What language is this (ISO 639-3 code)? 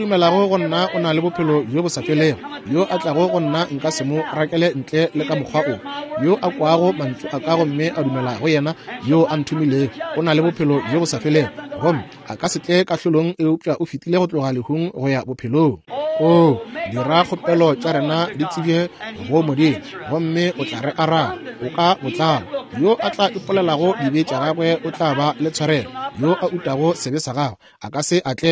nso